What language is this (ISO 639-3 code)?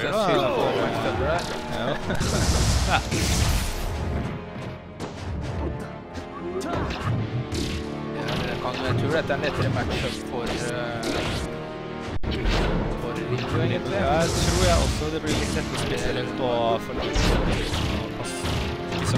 nor